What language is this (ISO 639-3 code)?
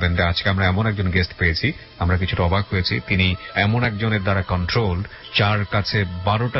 ben